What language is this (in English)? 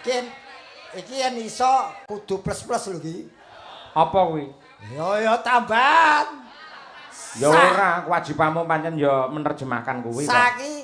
Javanese